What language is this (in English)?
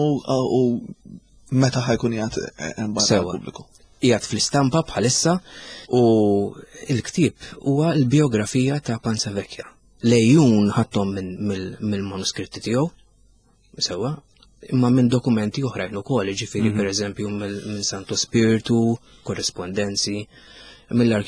Maltese